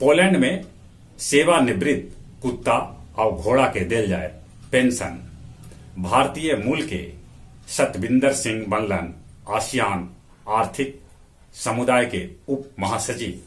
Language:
Magahi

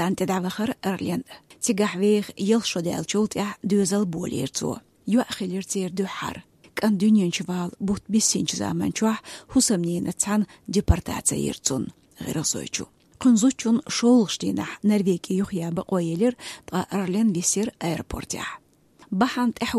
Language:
Chechen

